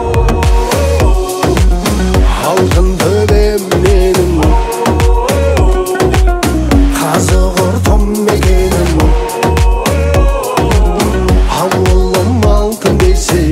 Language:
Kazakh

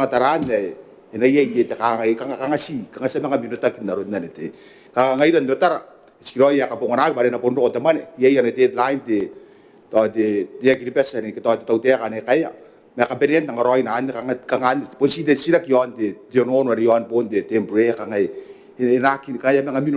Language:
Gilbertese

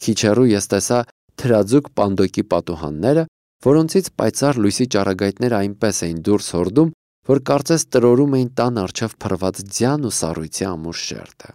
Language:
Armenian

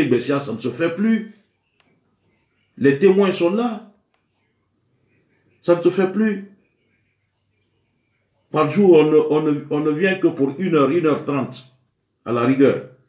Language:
French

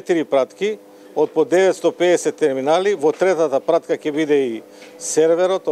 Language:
Macedonian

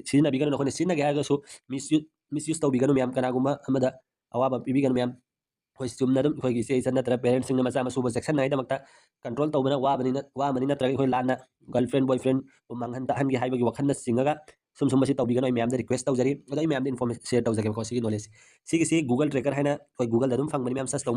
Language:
Manipuri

